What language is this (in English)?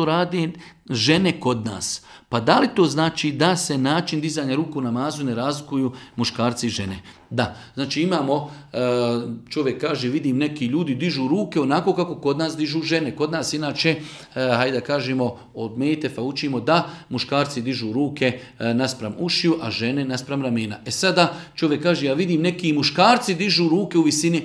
Bosnian